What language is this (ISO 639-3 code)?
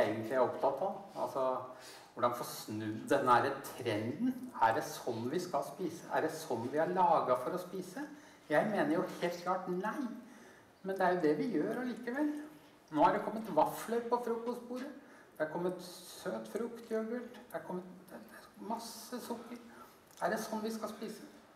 nor